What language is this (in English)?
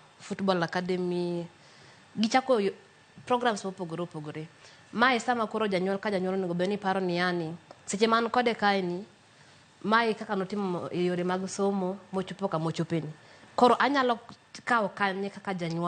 Luo (Kenya and Tanzania)